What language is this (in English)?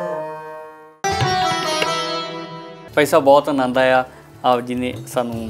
Punjabi